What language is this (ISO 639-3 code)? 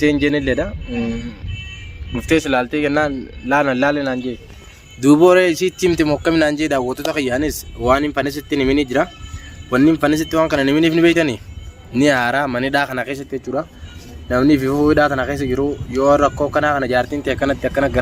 orm